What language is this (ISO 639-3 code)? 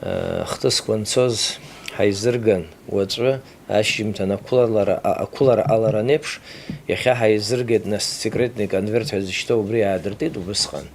abk